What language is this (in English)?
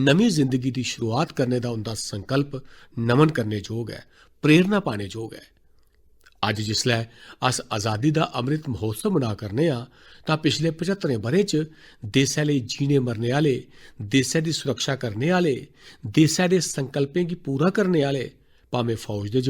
Dogri